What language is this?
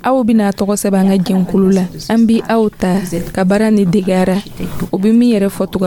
Dyula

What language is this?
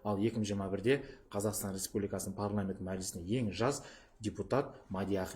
Kazakh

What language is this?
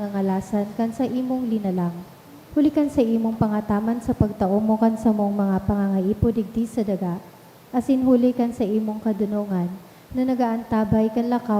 Bikol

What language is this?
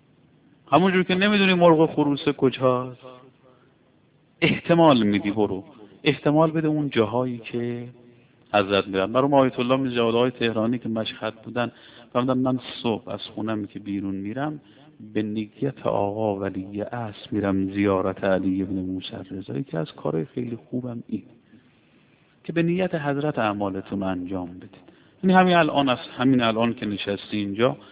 Persian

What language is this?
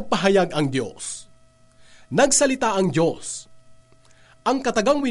Filipino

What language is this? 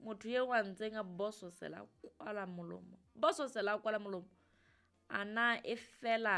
Southern Sotho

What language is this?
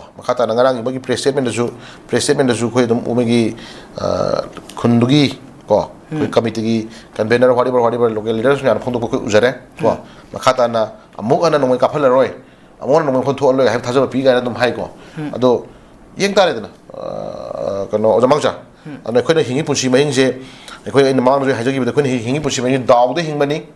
Manipuri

